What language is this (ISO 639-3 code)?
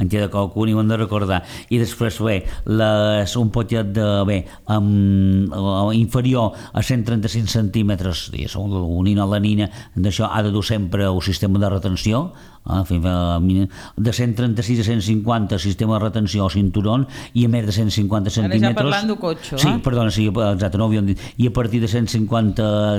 cat